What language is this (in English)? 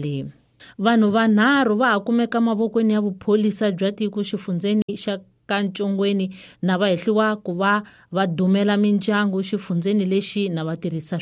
Tsonga